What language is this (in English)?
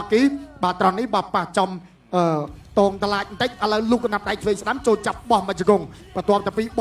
Khmer